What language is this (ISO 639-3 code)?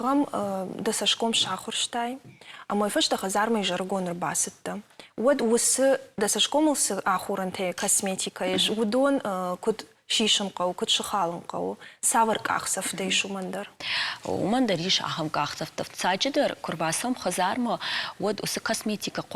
oss